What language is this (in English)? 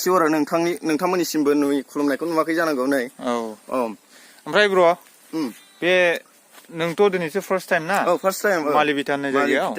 Bodo